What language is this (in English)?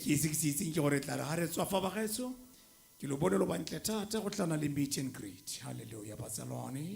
Tswana